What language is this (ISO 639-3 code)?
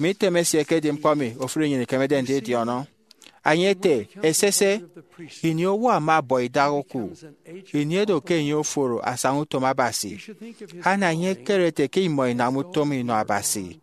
efi